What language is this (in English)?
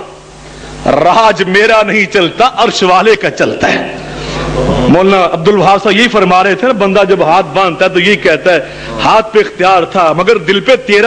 Urdu